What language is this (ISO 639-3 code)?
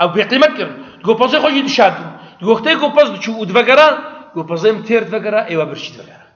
kur